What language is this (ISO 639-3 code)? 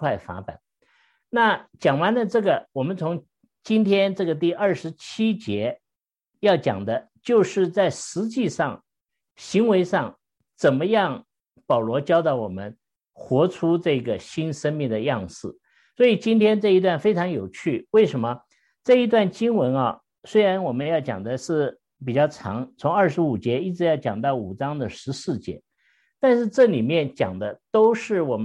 zho